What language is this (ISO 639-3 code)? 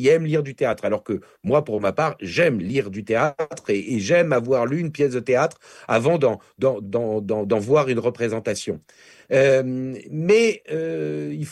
fra